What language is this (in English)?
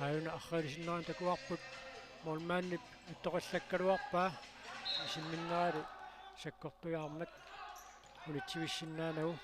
Kalaallisut